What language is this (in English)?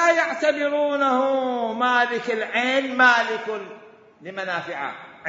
Mesopotamian Arabic